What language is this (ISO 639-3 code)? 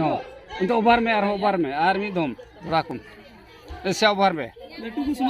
sat